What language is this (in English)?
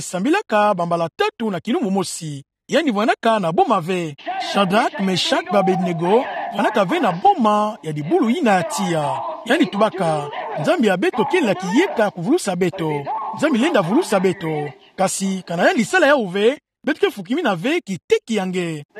Kituba (Democratic Republic of Congo)